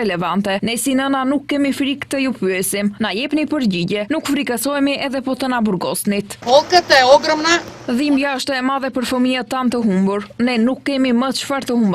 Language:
Albanian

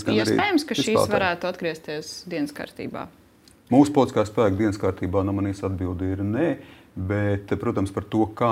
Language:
Latvian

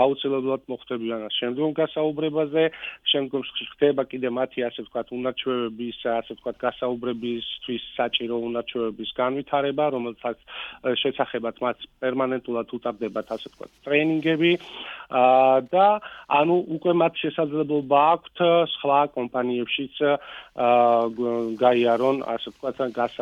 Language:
Georgian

